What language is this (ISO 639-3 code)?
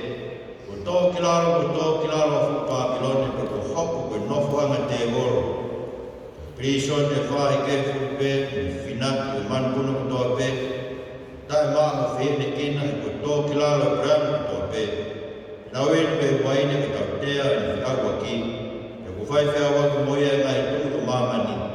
ton